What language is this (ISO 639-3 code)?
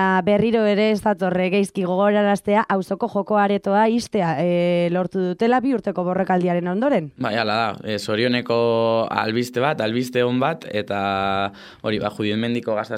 eus